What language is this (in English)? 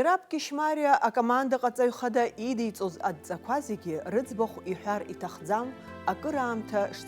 Abkhazian